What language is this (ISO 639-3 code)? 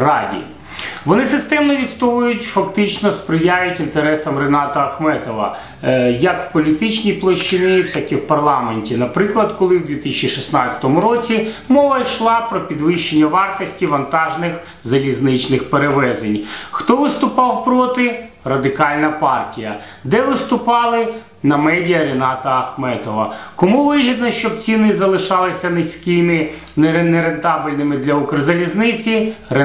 ukr